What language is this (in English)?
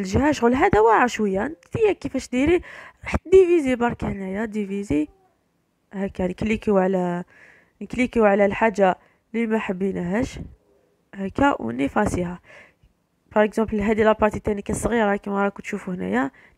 Algerian Arabic